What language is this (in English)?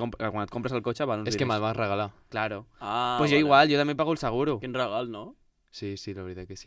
Catalan